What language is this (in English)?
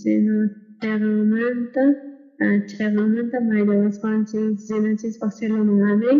South Bolivian Quechua